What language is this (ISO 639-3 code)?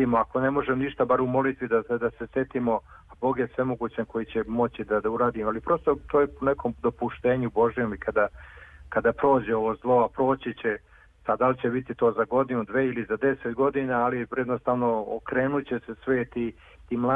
srp